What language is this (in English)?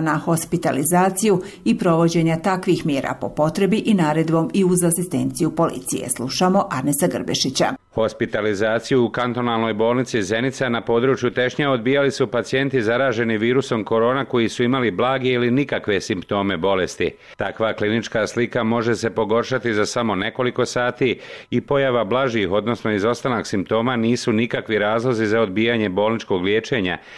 Bosnian